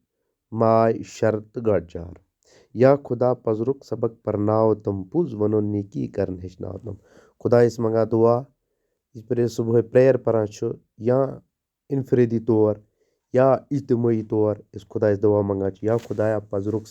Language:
Kashmiri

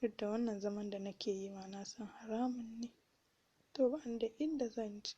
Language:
Hausa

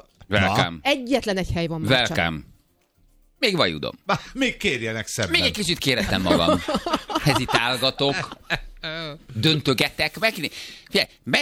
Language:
Hungarian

